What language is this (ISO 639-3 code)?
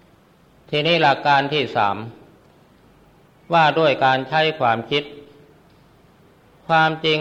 tha